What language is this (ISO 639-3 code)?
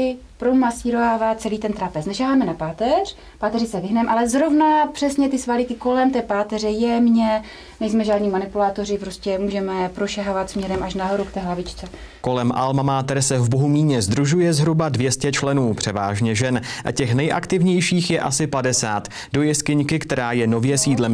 ces